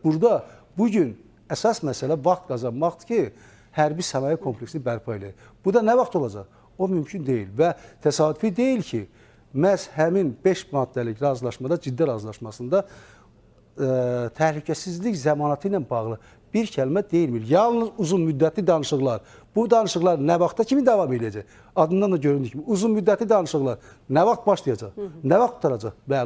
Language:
Azerbaijani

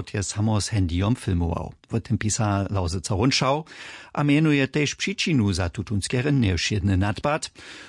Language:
Upper Sorbian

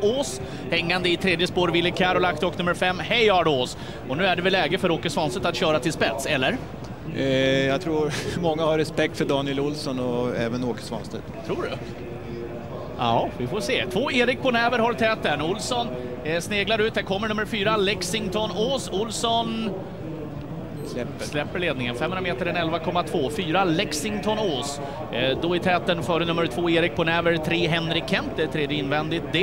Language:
Swedish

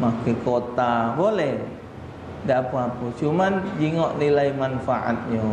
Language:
Musi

